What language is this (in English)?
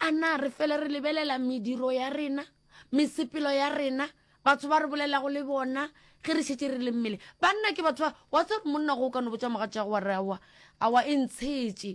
Northern Sotho